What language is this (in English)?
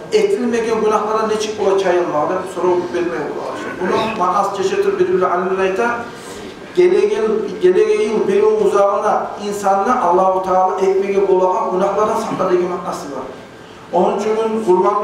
Kumyk